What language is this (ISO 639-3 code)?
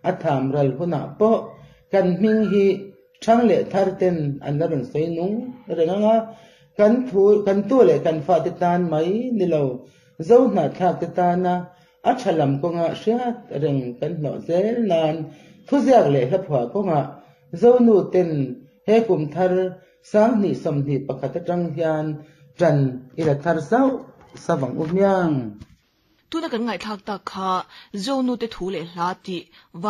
lus